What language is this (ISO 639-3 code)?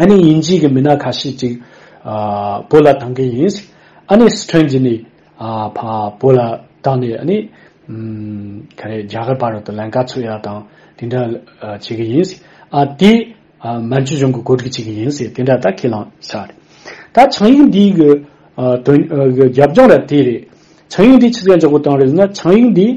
bod